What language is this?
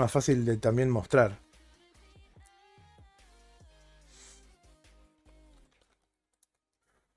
Spanish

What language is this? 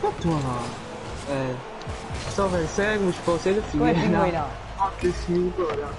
Morisyen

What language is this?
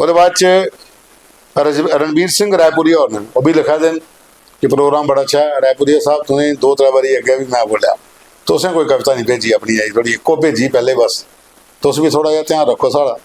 Dogri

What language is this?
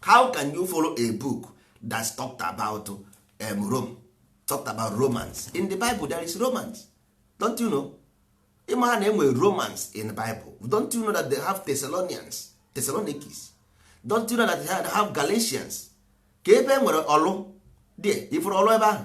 Igbo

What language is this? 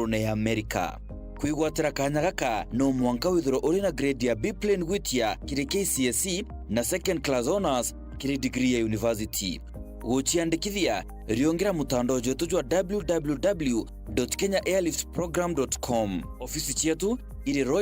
Meru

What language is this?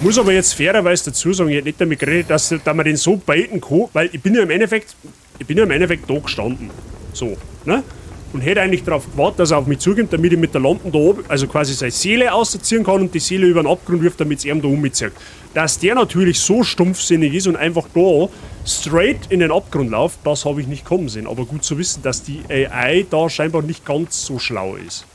Bavarian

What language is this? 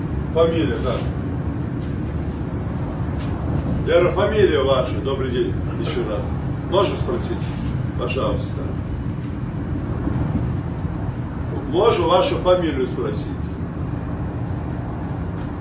Russian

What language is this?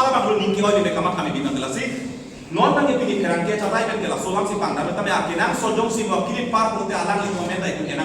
Karbi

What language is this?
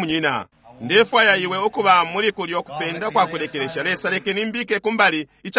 Bemba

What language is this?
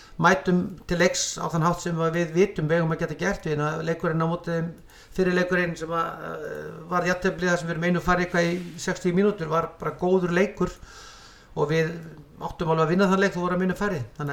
Icelandic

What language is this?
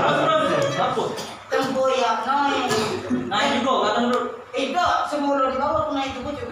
Musi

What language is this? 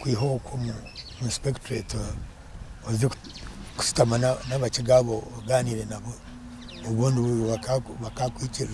Nyankole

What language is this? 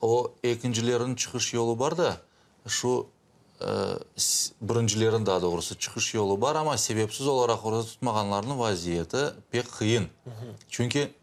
Crimean Tatar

